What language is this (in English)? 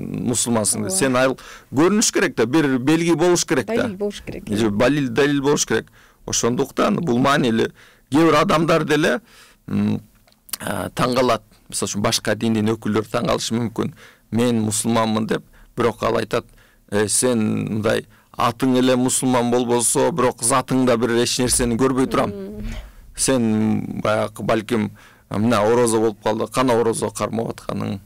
Kyrgyz